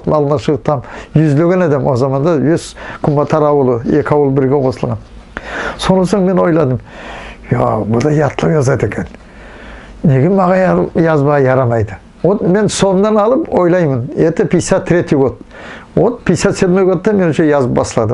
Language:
Nogai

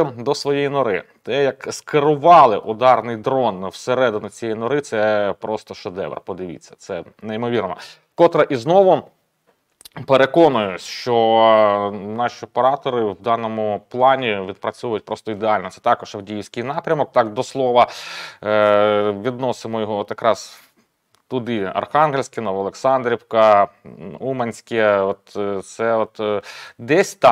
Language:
Ukrainian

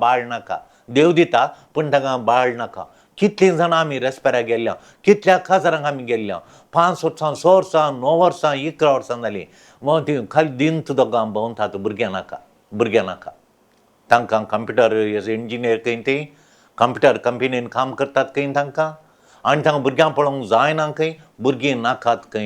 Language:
Konkani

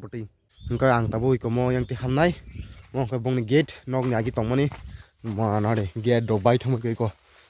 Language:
Kok Borok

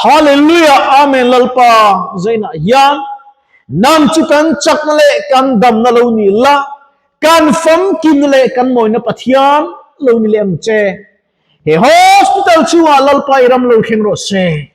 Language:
Mizo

